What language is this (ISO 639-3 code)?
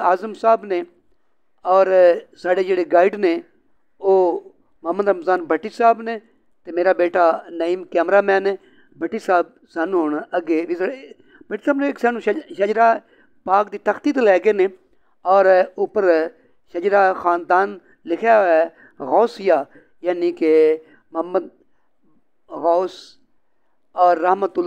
pan